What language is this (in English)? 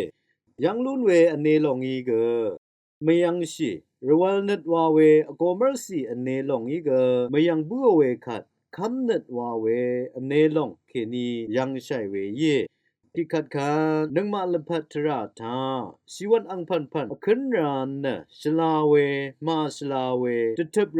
Rawang